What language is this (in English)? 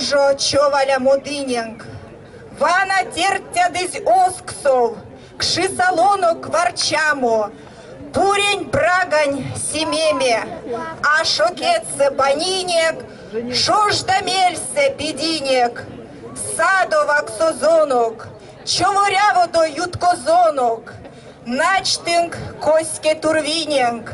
Erzya